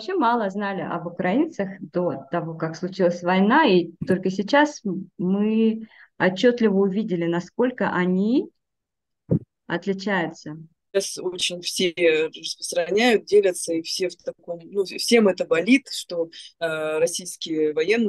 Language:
Russian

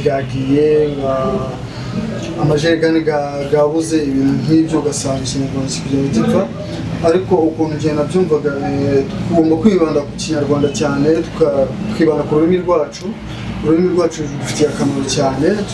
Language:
Kinyarwanda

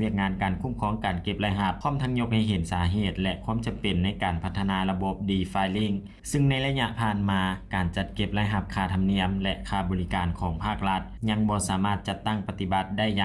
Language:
Lao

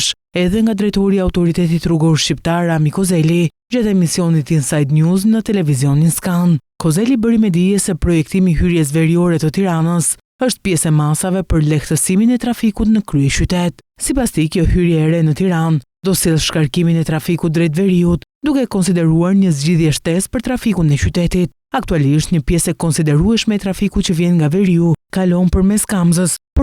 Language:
Albanian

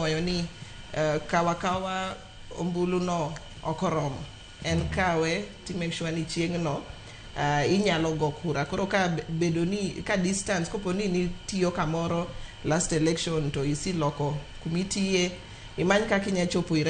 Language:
Luo (Kenya and Tanzania)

